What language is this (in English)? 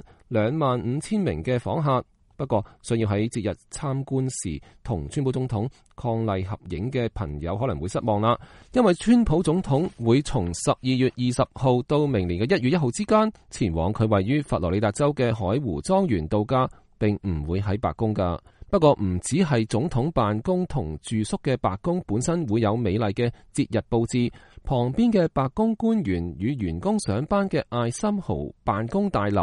Cantonese